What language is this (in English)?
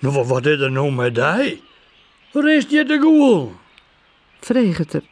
Western Frisian